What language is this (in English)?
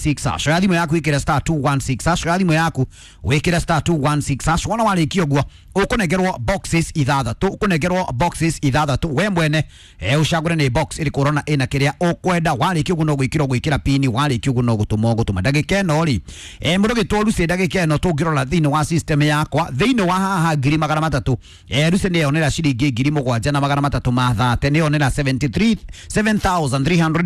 Kikuyu